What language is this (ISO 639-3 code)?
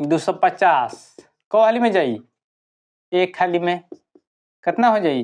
bho